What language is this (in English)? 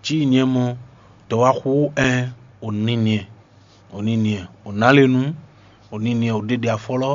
Fon